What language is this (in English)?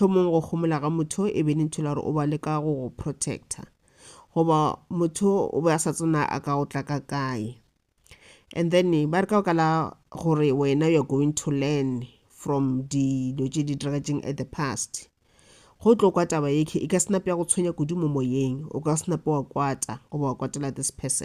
Northern Sotho